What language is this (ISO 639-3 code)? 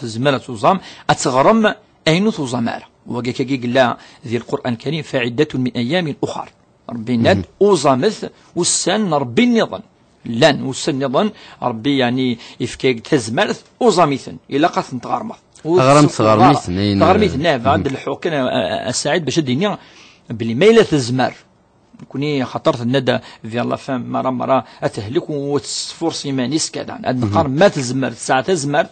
kab